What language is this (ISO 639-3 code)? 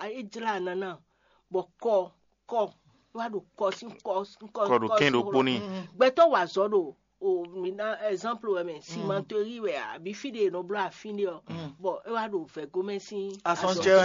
fon